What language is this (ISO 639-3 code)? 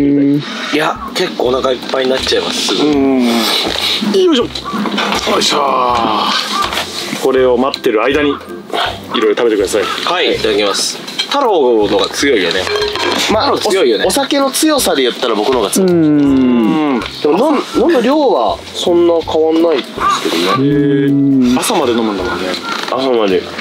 jpn